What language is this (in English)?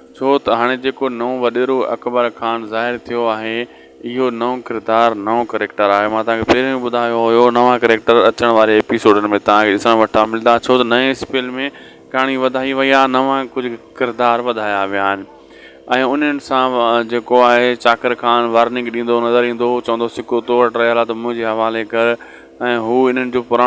Sindhi